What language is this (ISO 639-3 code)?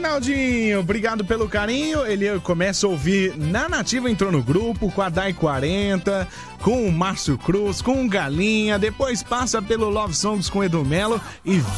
por